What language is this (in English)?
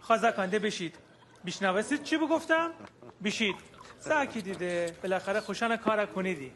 Gilaki